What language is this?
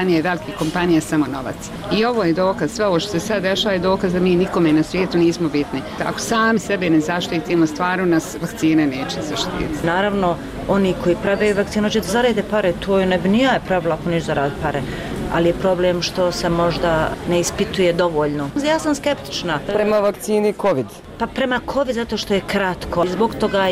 Bosnian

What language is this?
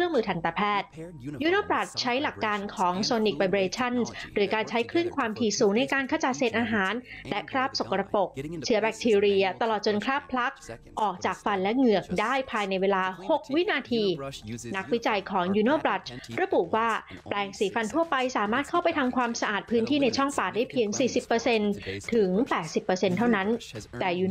Thai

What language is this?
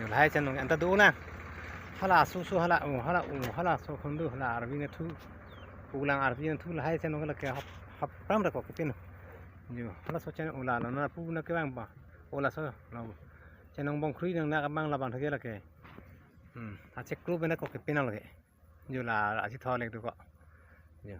Karbi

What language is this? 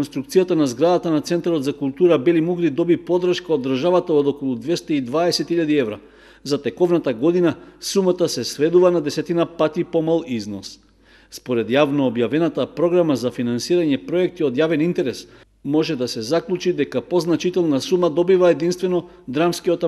Macedonian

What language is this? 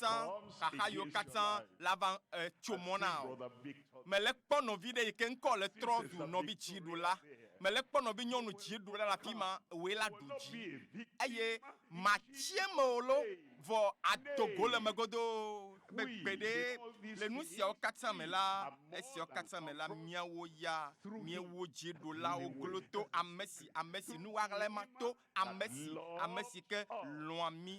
Ewe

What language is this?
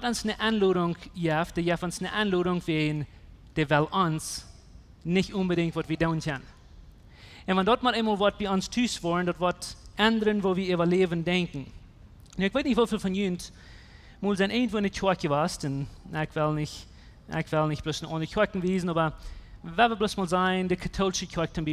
Plautdietsch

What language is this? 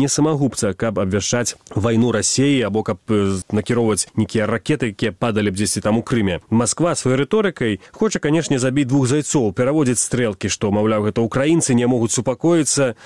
Belarusian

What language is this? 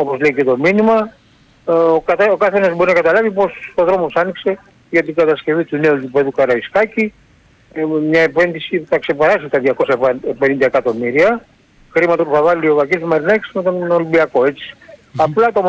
Greek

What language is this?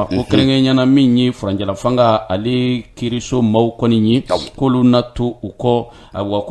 Bambara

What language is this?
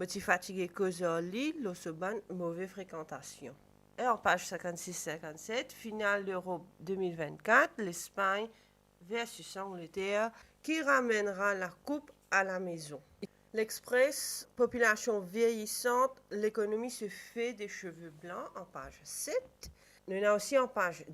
Morisyen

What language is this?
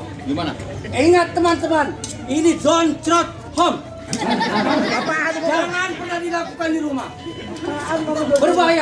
Betawi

